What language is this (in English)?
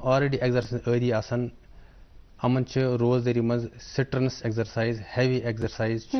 Kashmiri